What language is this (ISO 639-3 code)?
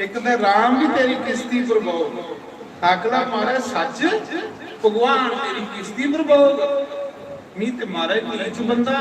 doi